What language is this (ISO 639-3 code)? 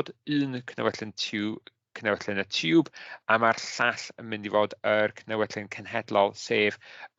cym